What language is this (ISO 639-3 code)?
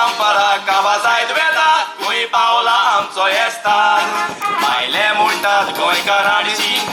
kok